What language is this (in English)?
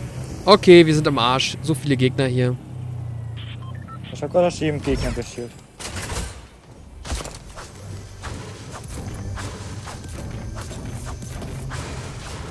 German